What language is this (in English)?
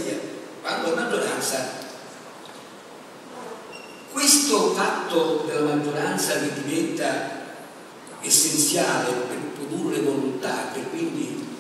Italian